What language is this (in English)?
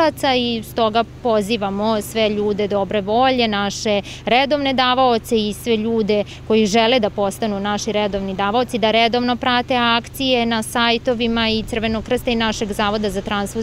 Serbian